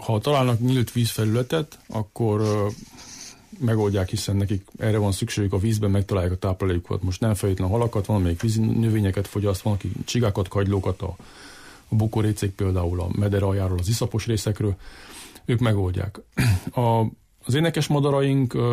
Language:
Hungarian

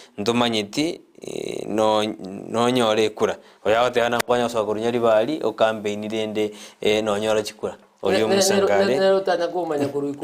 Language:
Gusii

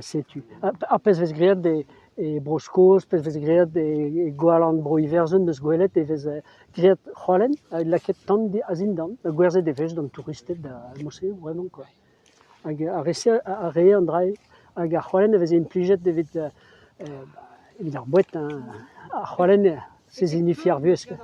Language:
Breton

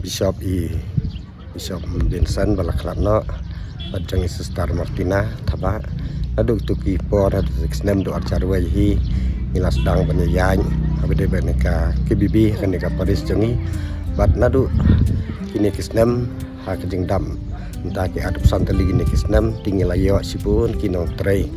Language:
Khasi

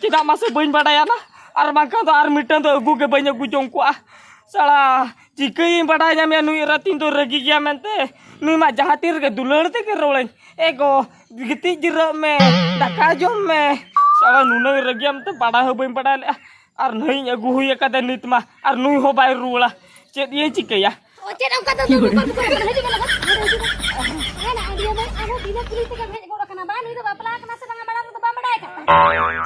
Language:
Santali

